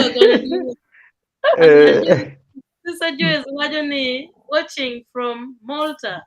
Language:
Acoli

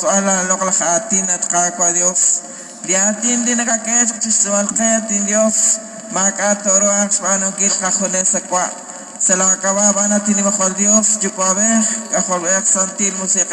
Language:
Kekchí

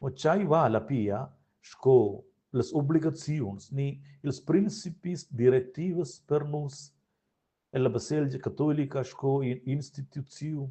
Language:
Romansh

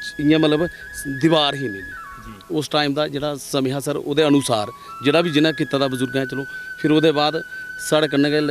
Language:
Dogri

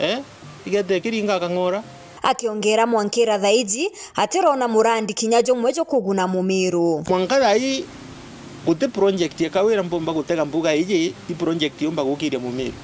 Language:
Meru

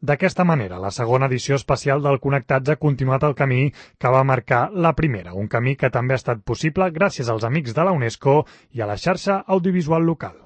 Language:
Catalan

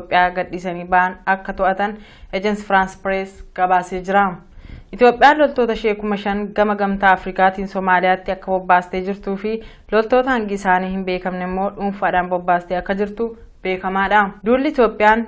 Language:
Oromo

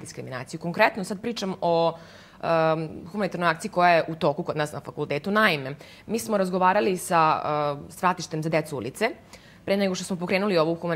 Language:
Serbian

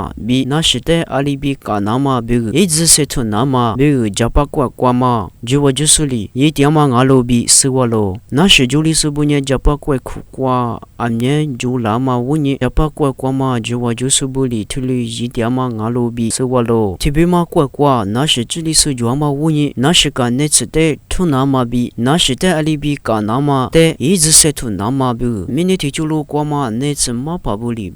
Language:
Lisu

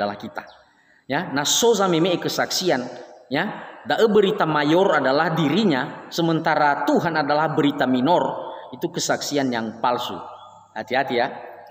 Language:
Nias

